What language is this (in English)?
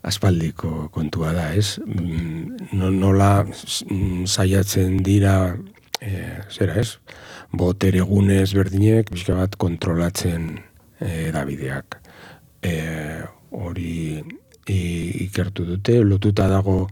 Basque